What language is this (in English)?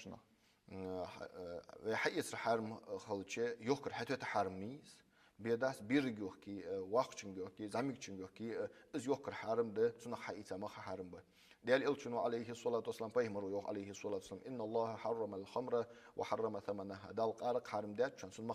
Ingush